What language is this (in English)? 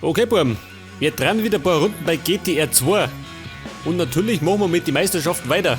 Bavarian